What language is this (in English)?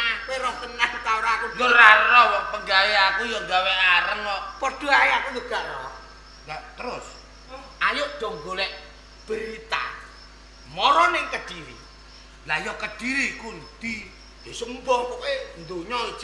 Javanese